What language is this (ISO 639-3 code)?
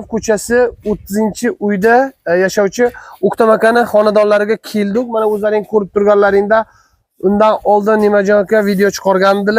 uzb